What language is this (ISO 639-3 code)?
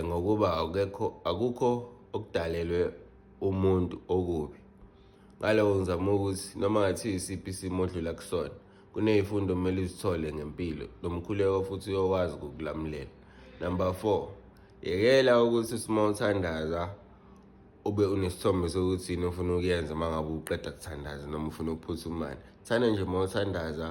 zul